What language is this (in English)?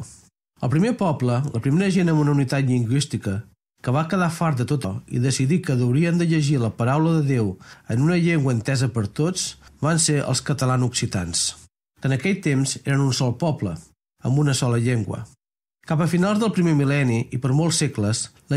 Catalan